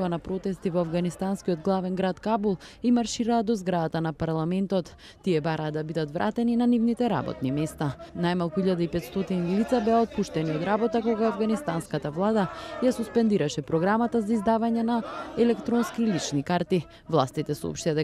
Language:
Macedonian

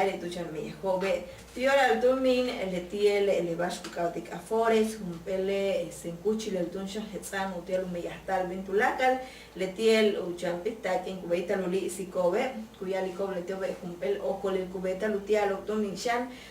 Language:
Yucateco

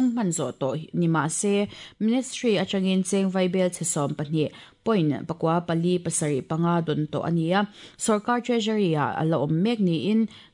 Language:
Mizo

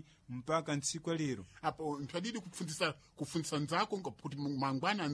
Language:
Sena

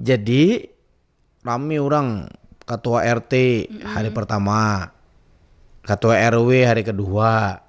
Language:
Banjar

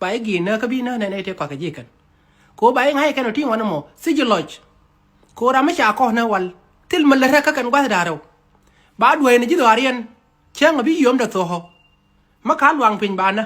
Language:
Nuer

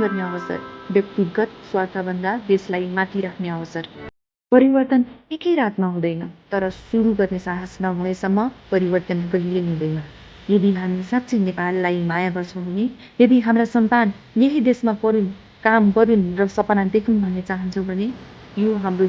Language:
Nepali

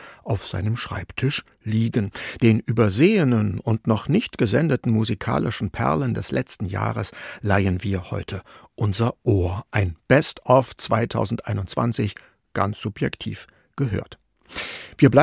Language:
German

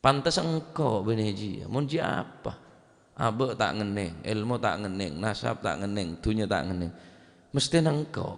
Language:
Madurese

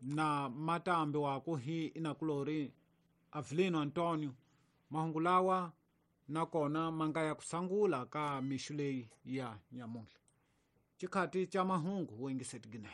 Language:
Tsonga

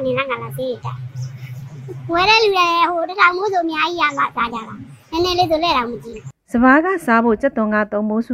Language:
Burmese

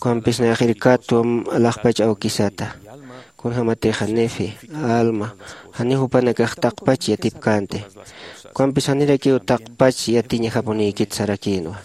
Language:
Aymara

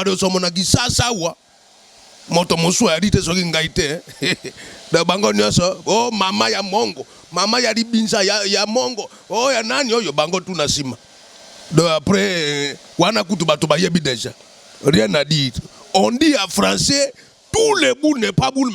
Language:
Lingala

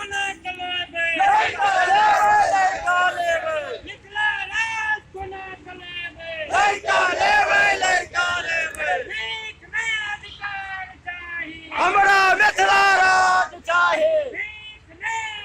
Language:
Maithili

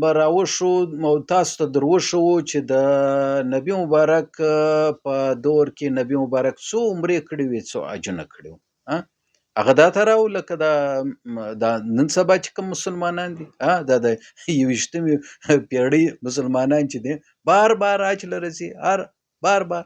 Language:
Pashto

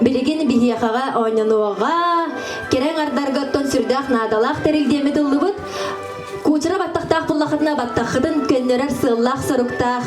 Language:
Yakut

